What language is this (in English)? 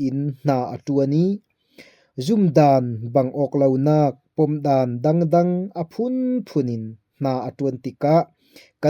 Falam Chin